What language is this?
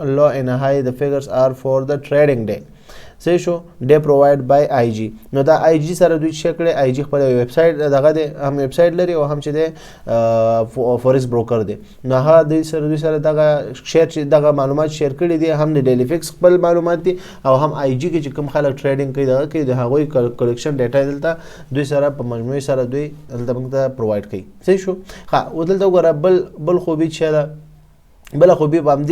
Pashto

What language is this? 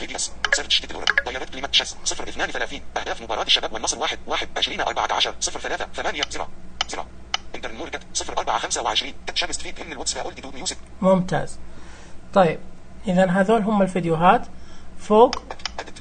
Najdi Arabic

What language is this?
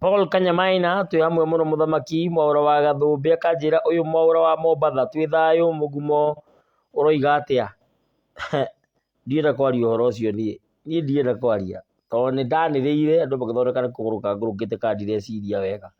Kikuyu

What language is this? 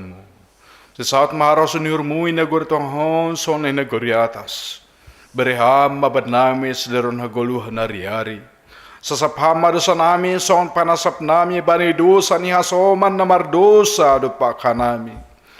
Batak Simalungun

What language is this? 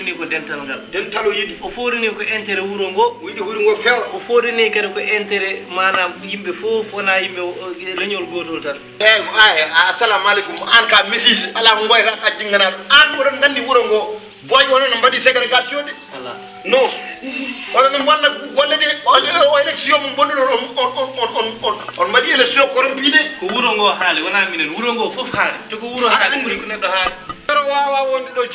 Fula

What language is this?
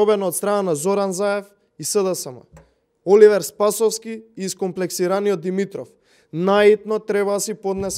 Macedonian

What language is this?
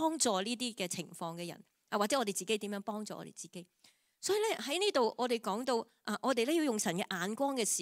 Cantonese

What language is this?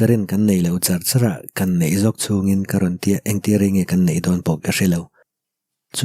Mizo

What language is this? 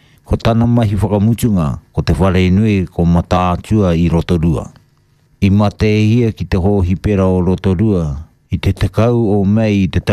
Māori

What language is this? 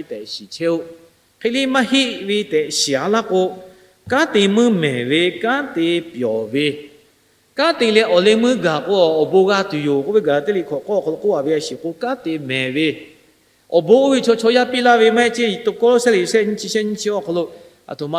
Lahu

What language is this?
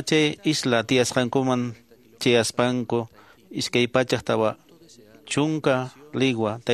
Quechua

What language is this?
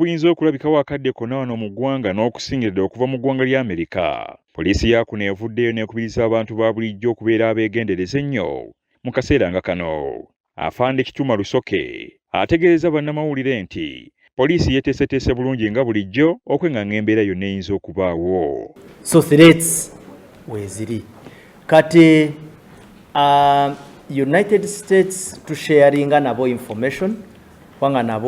Ganda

